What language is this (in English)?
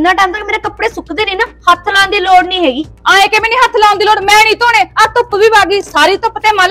Punjabi